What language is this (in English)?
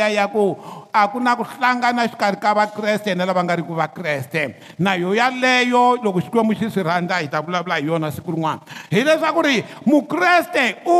Tsonga